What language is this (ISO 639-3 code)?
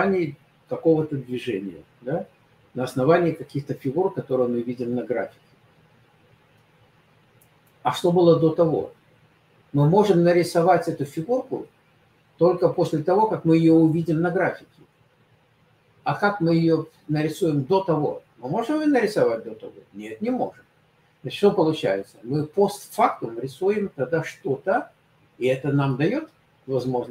rus